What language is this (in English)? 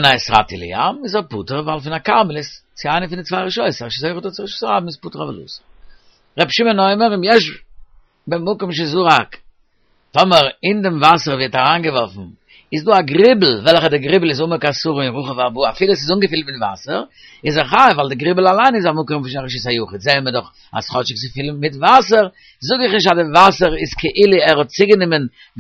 Yiddish